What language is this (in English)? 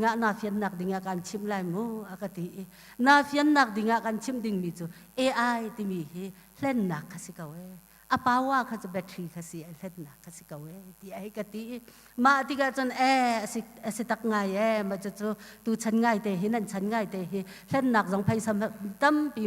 Hakha Chin